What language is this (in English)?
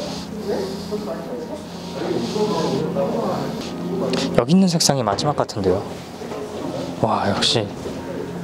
Korean